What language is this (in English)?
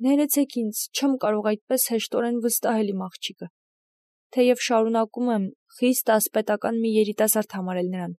Armenian